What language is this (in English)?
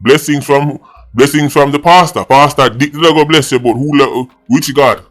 Jamaican Creole English